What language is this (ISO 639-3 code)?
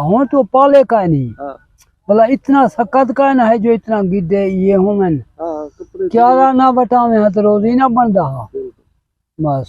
skr